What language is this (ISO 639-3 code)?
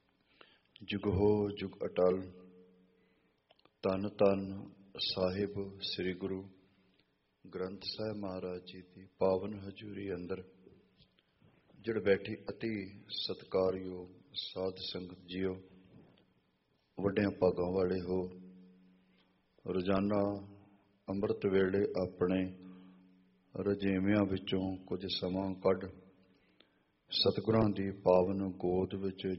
pan